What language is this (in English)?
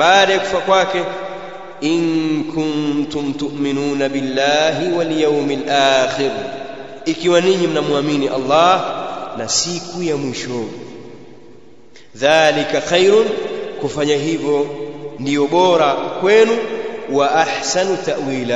Swahili